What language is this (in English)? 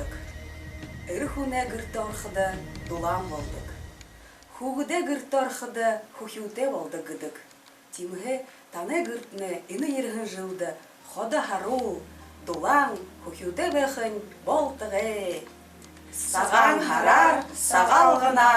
Buriat